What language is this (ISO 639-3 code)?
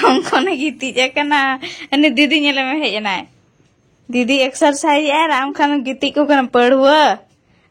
sat